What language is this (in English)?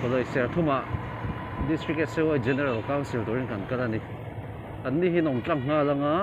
Mizo